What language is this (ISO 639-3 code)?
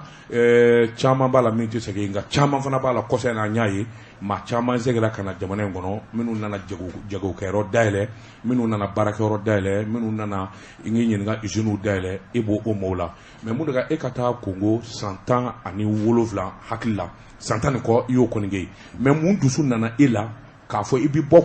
bam